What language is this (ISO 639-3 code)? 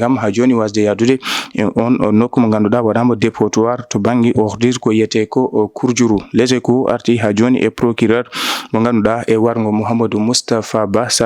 ful